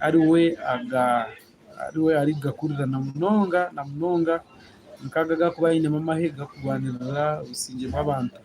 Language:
Nyankole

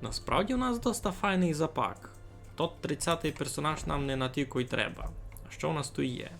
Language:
Rusyn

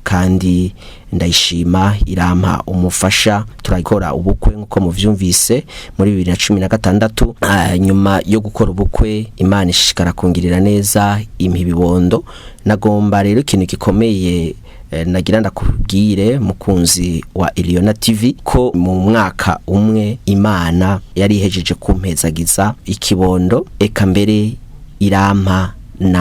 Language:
Rundi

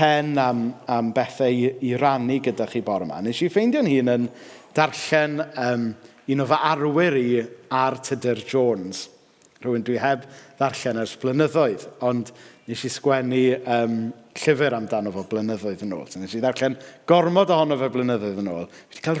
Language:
Welsh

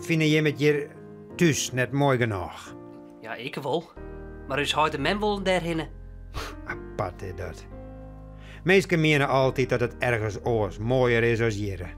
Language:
Western Frisian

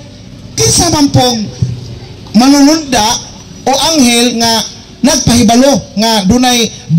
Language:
Cebuano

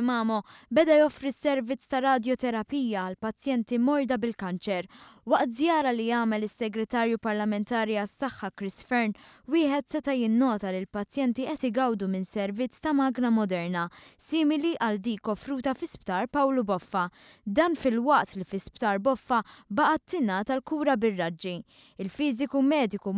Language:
Maltese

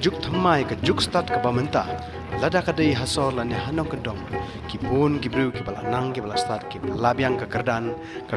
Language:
Khasi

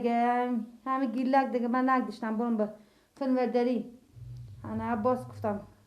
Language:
Persian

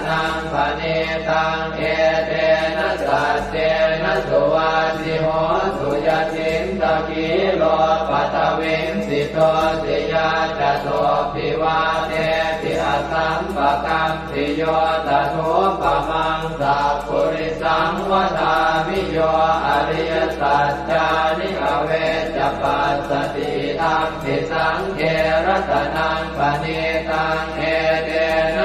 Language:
Pali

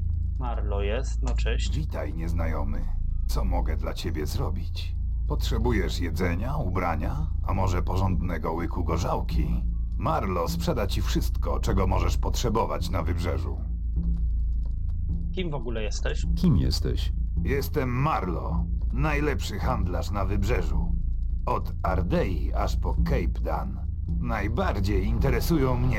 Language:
Polish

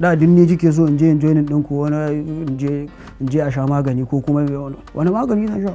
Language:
Hausa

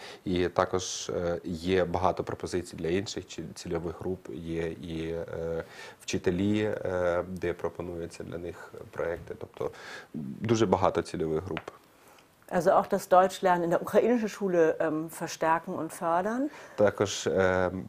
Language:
Ukrainian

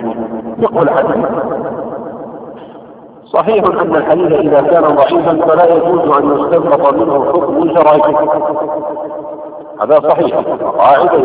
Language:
Arabic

